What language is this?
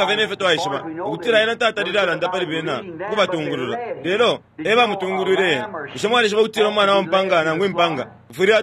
Bemba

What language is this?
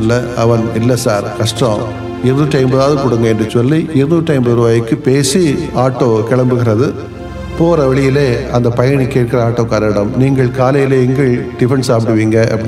Tamil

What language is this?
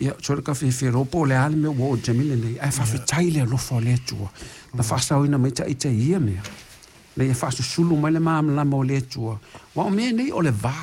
Samoan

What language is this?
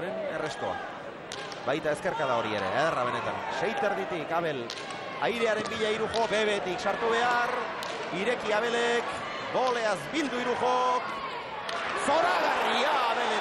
Basque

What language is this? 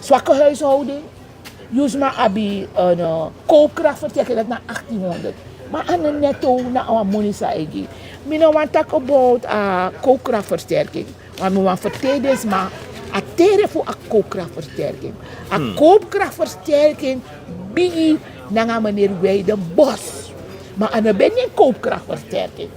Sranan Tongo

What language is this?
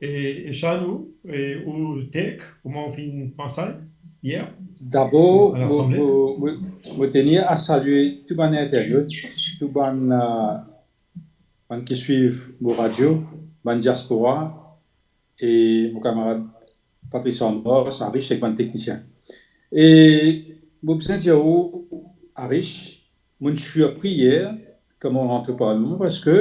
Morisyen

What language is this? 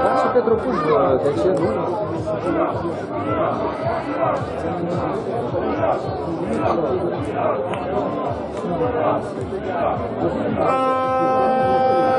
Romanian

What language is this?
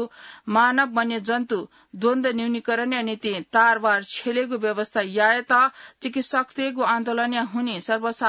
Newari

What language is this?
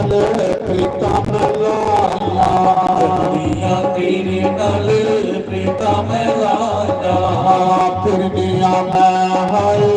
Dogri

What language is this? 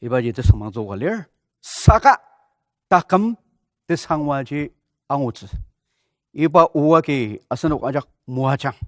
Ao Naga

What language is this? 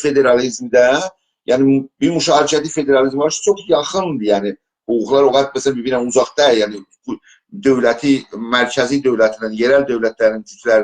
South Azerbaijani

